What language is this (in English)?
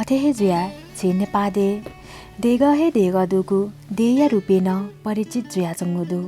Newari